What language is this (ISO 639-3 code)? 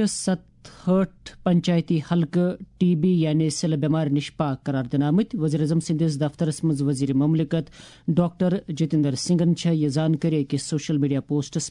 kas